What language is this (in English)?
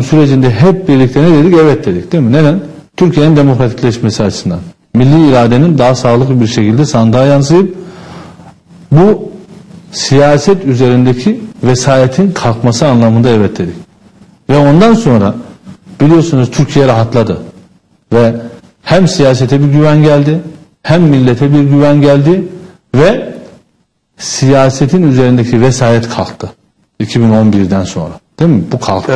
Turkish